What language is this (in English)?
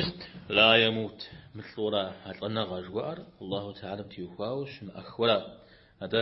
Kabardian